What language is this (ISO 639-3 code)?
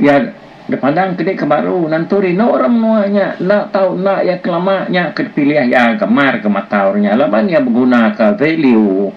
iba